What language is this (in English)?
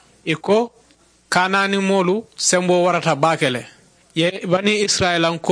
Mandingo